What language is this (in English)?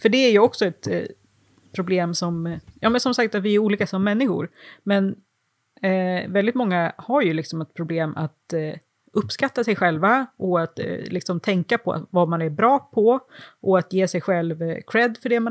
Swedish